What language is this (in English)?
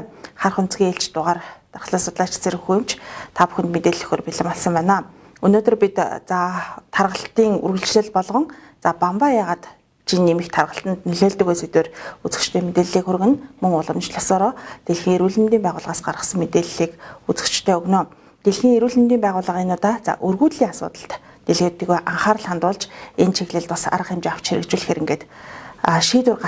Mongolian